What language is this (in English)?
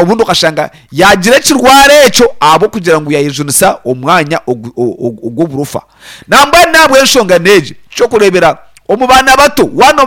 Nyankole